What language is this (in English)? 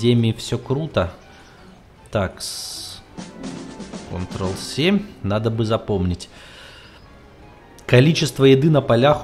Russian